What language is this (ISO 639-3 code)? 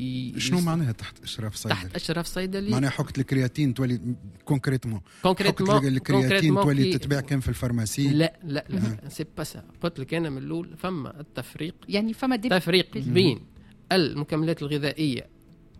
aeb